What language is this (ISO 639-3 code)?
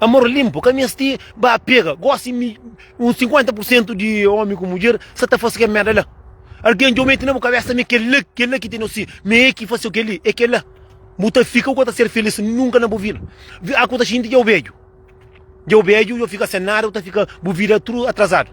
kea